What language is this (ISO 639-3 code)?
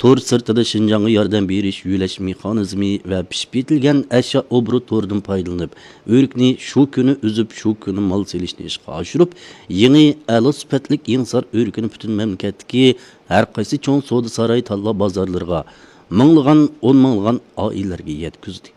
uig